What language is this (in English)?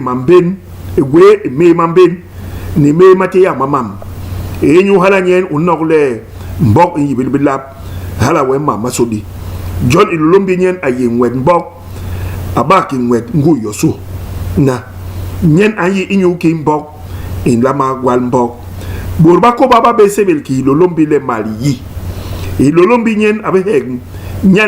Basaa